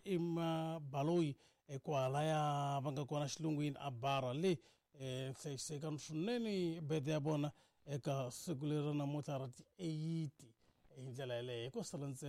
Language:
Tsonga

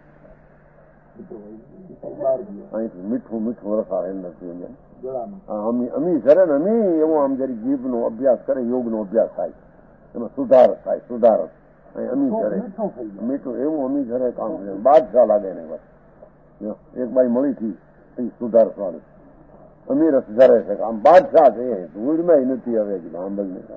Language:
Gujarati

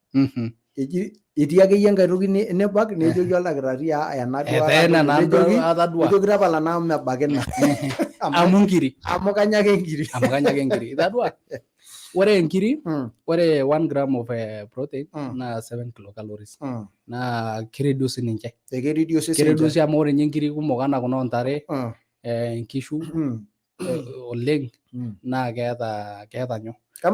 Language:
Masai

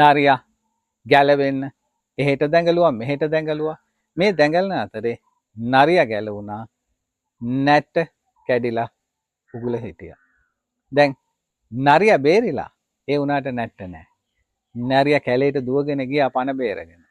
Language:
Sinhala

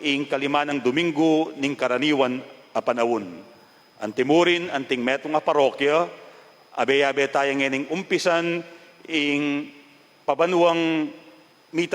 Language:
Pampanga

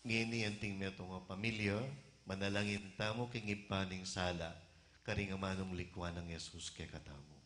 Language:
Pampanga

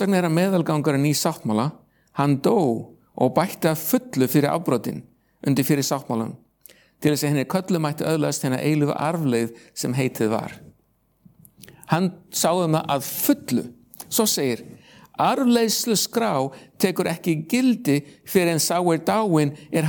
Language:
Icelandic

